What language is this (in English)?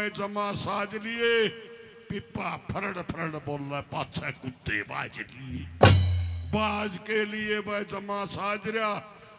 Haryanvi